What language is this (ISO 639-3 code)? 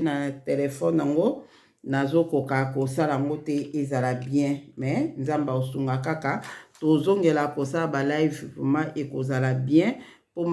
lin